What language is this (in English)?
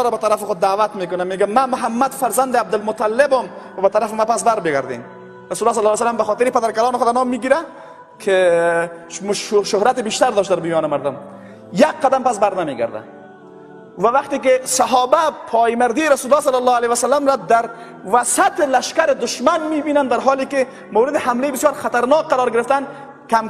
Persian